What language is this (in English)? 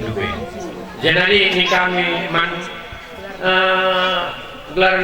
Batak Karo